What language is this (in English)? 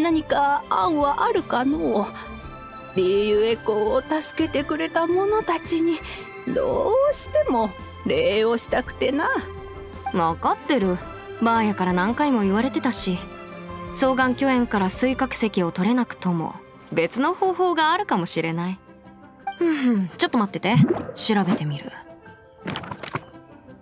Japanese